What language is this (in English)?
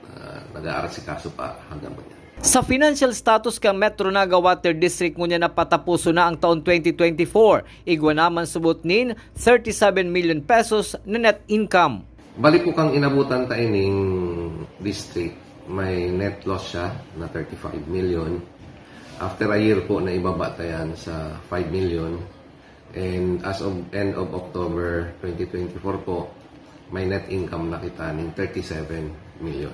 Bikol